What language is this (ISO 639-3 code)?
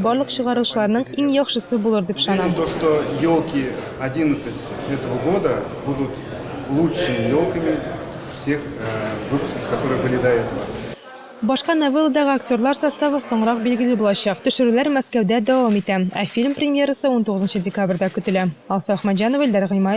tat